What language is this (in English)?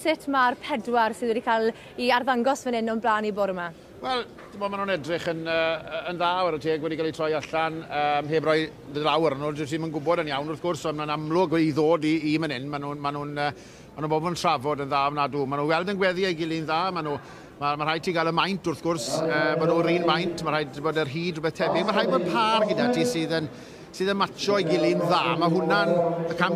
Welsh